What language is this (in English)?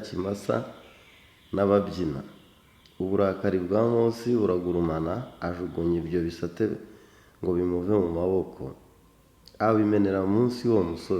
Kinyarwanda